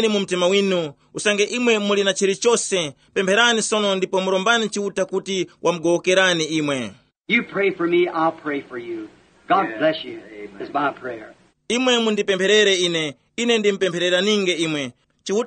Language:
Tumbuka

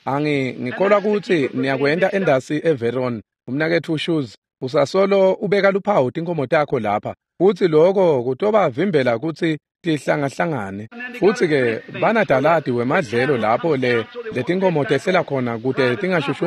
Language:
Swati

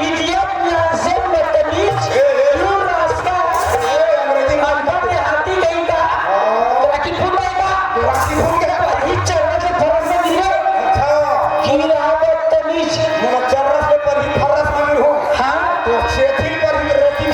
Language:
Chhattisgarhi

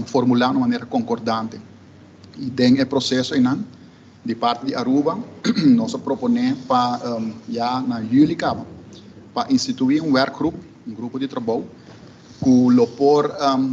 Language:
Papiamento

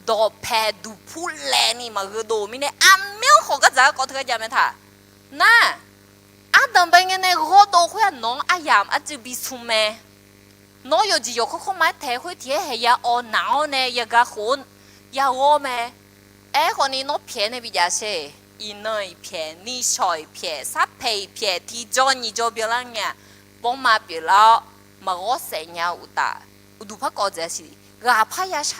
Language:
Akha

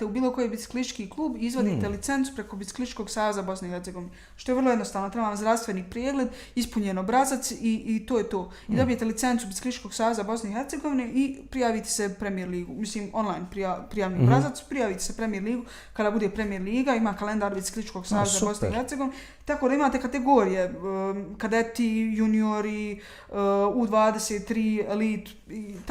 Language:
Bosnian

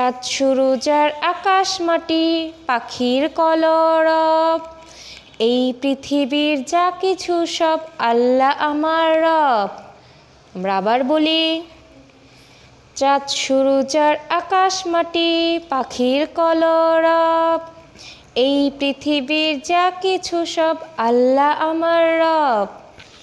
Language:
Bangla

